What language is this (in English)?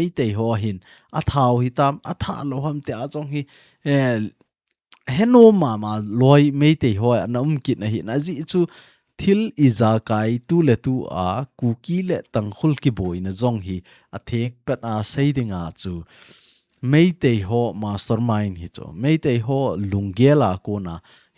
Thado Chin